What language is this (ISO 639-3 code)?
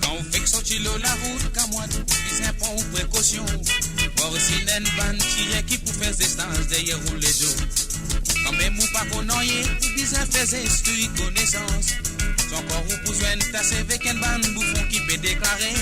mfe